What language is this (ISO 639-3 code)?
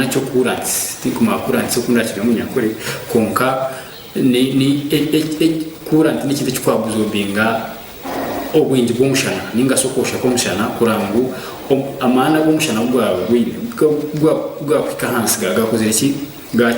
nyn